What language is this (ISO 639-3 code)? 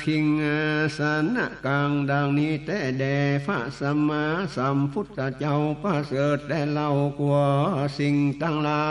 nod